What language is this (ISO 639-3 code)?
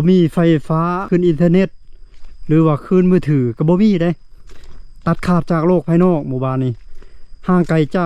lao